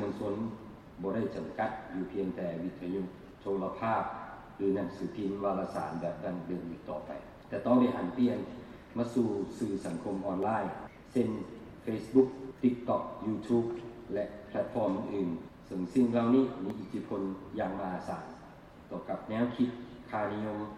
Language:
Lao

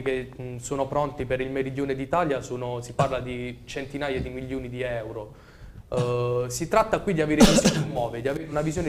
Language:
Italian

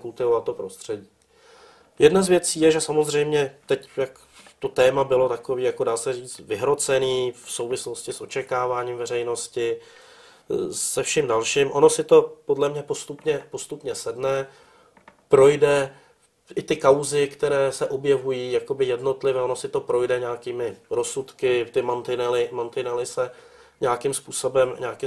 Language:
Czech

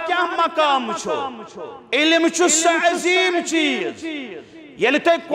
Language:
Kashmiri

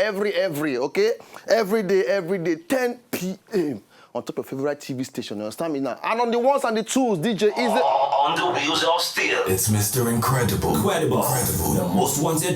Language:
Nigerian Pidgin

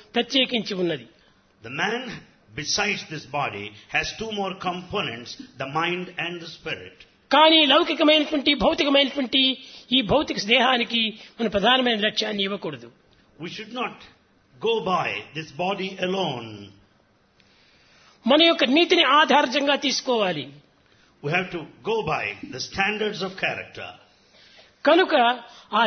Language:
Telugu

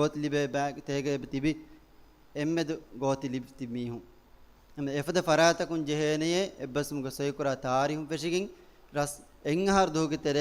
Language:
Divehi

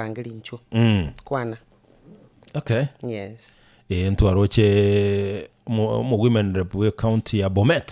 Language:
Gusii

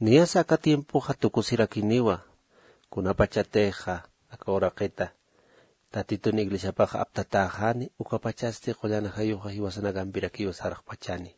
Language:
Aymara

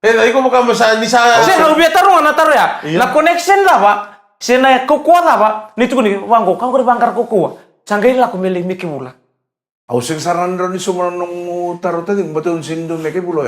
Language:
Fijian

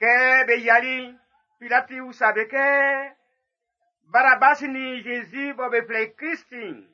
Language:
Baoulé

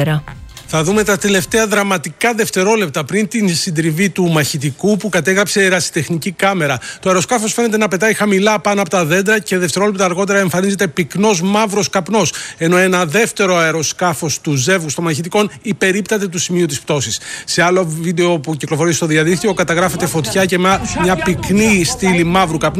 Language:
Greek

